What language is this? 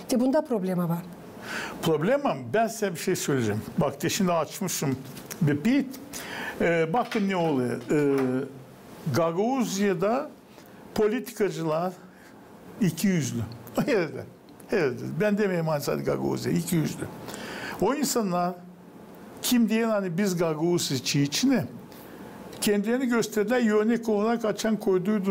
Gagauz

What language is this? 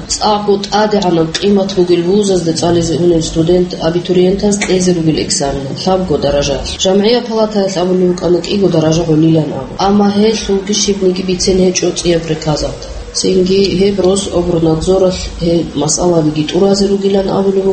Avaric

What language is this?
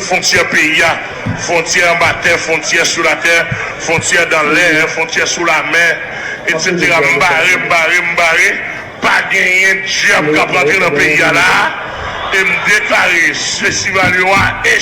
Haitian Creole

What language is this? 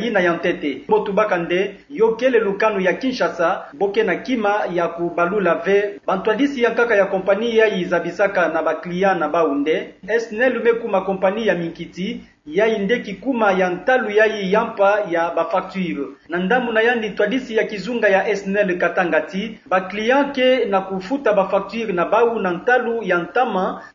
Kituba (Democratic Republic of Congo)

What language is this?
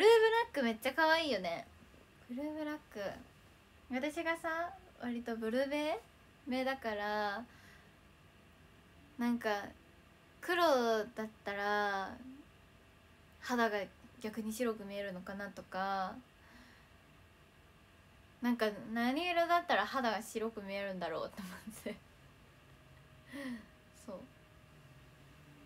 Japanese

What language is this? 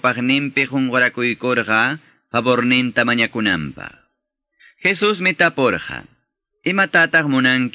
Quechua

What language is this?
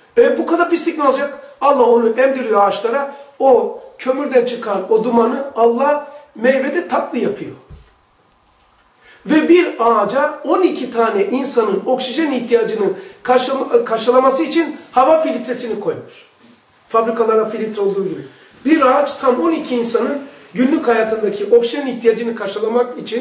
Turkish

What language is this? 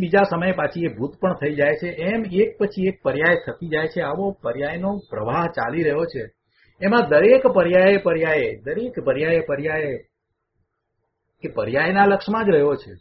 Gujarati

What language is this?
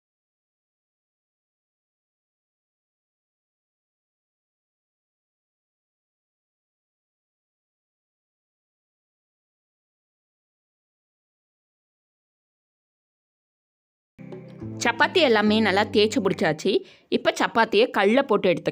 Tamil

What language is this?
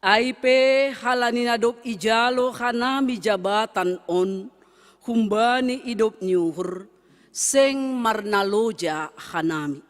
Batak Simalungun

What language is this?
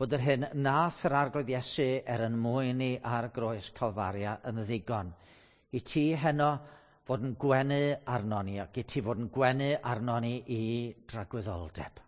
Welsh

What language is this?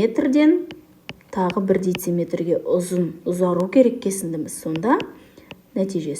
Kazakh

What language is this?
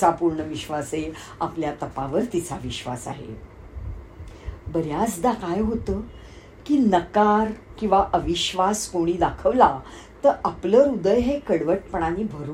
Marathi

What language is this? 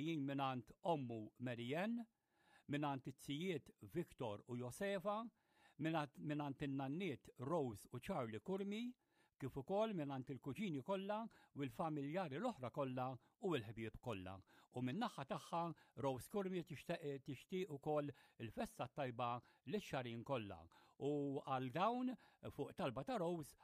Maltese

